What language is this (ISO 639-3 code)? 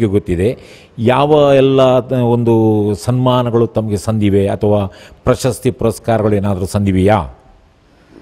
kan